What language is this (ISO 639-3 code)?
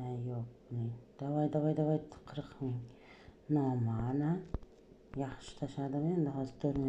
uzb